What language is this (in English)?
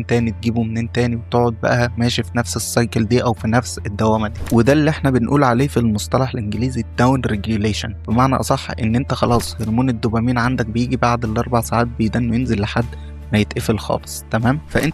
Egyptian Arabic